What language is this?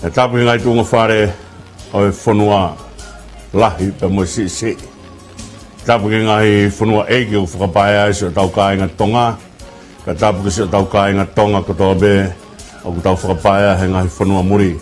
Tongan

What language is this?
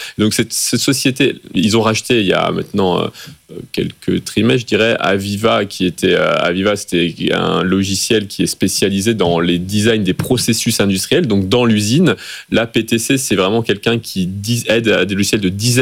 French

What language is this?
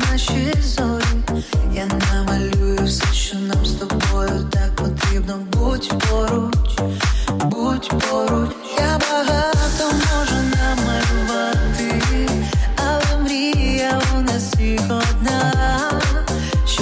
Ukrainian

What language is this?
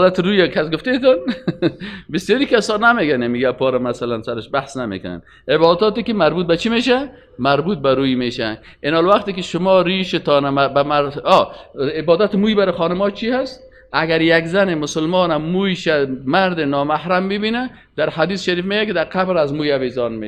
Persian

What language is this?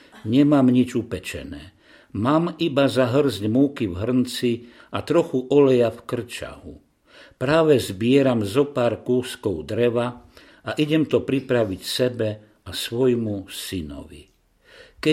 Slovak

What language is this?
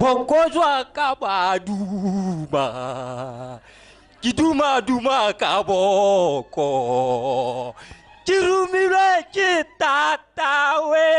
Tswana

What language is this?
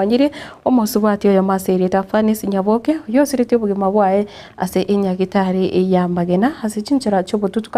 Gusii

